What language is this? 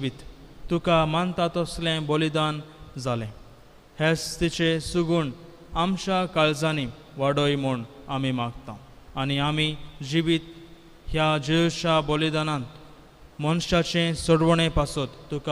Konkani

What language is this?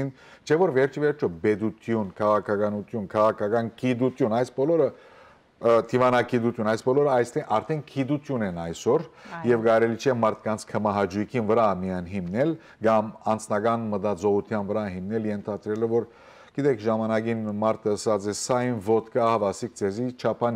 Western Armenian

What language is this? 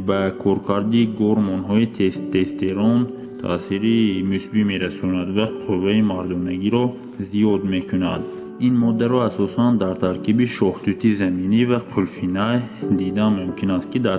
Tajik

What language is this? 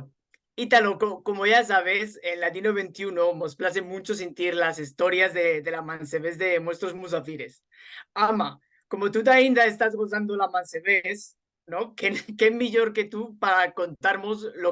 Ladino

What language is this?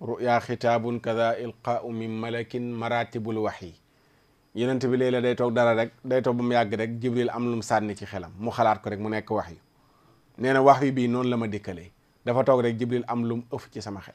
Wolof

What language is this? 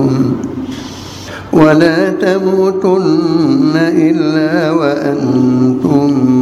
Arabic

